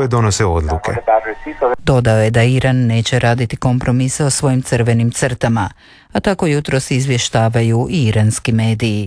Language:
Croatian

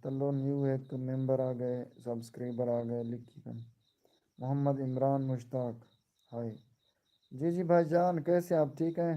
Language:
Saraiki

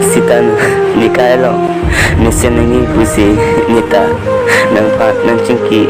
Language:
Karbi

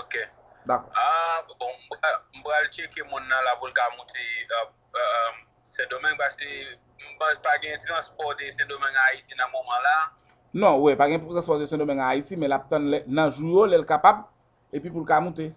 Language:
Haitian Creole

